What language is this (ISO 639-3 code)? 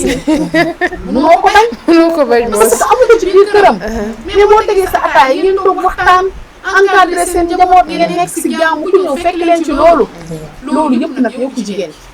wol